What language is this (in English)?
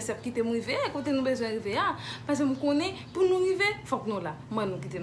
Haitian Creole